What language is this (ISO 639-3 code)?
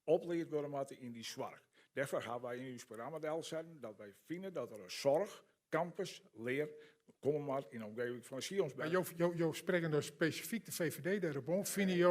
fry